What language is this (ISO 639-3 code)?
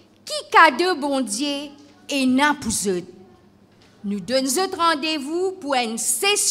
mfe